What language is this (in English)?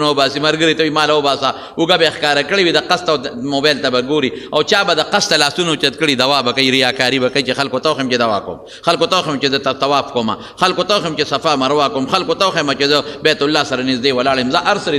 Pashto